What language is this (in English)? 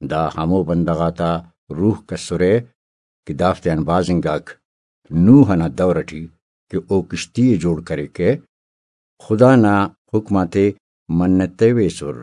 Brahui